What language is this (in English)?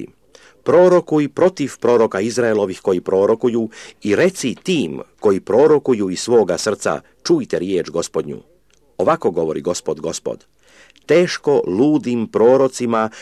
Croatian